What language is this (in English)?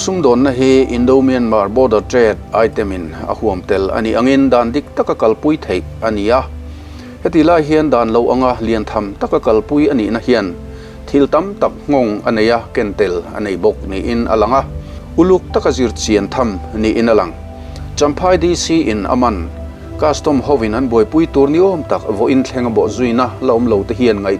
Mizo